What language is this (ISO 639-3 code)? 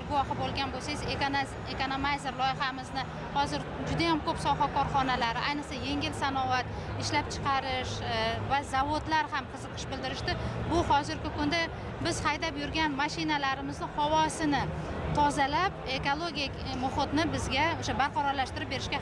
uzb